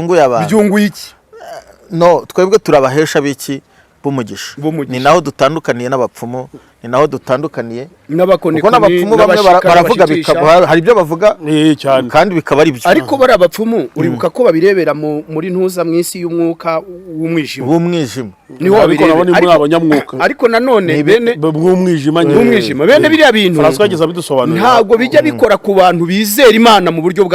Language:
Kinyarwanda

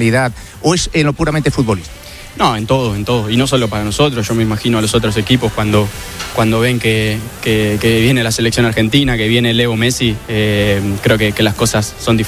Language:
Spanish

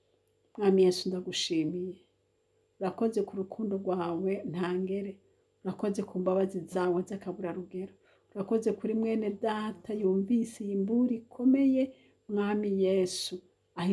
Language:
Rundi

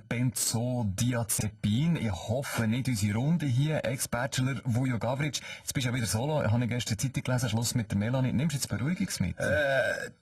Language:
Swiss German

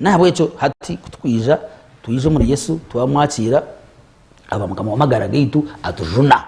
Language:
Nyankole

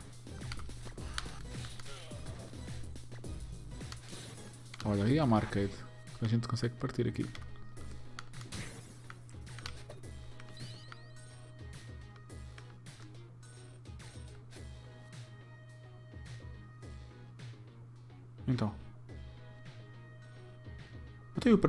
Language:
Portuguese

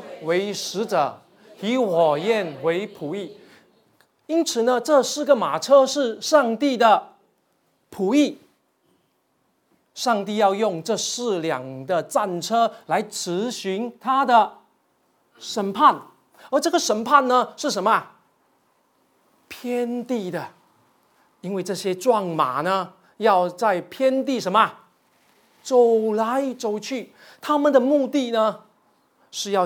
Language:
Chinese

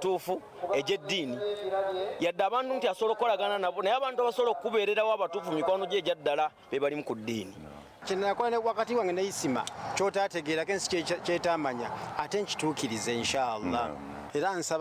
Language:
Ganda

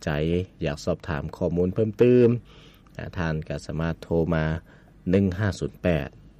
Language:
Lao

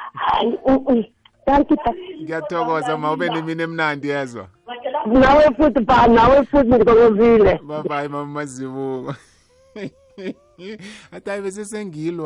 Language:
South Ndebele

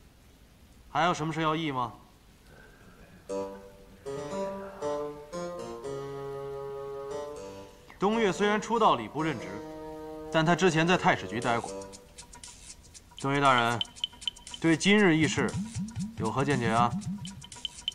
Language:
Chinese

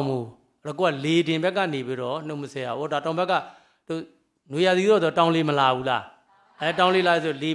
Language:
Burmese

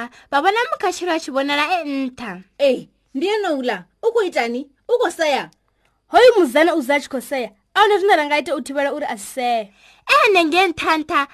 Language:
Venda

